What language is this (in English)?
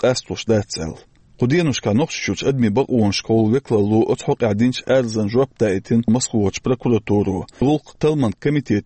Chechen